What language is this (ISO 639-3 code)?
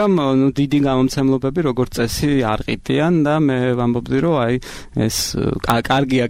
kat